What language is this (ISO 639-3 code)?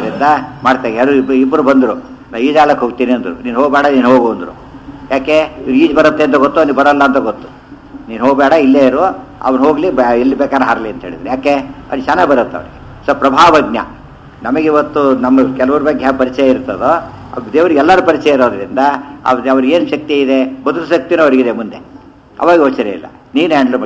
kan